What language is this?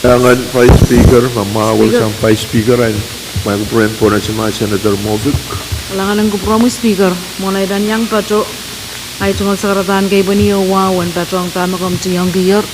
Pohnpeian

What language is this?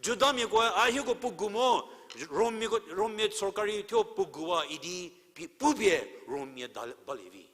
Angami Naga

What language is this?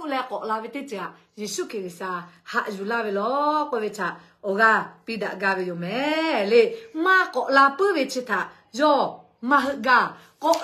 Lahu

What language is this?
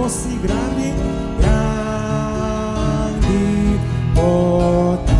Papiamento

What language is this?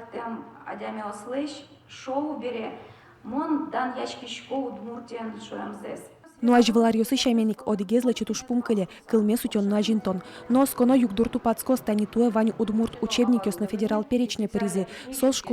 Udmurt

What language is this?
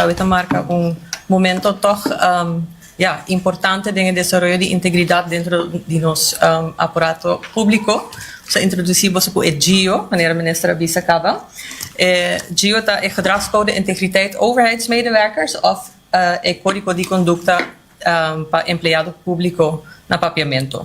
Papiamento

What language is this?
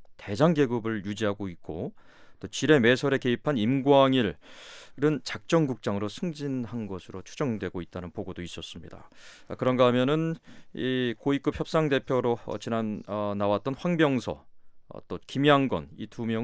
Korean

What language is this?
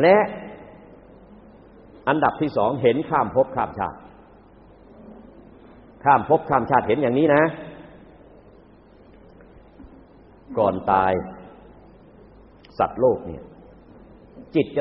Thai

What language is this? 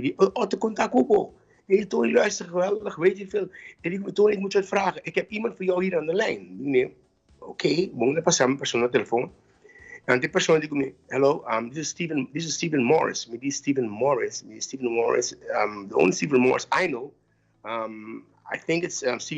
Papiamento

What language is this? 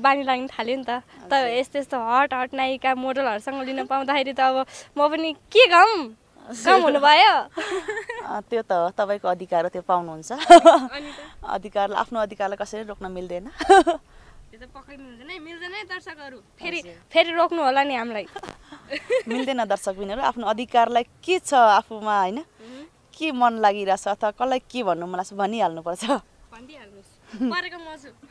Nepali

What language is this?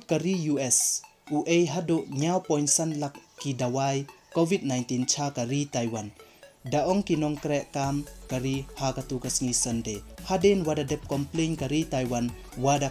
Pnar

